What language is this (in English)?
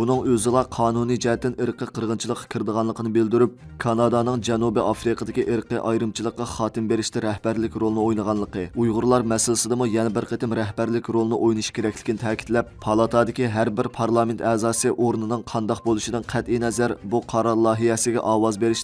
Uyghur